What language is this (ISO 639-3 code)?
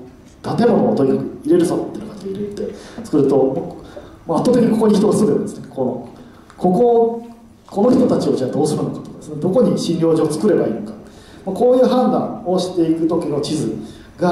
jpn